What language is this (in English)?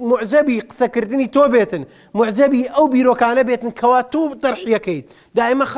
Central Kurdish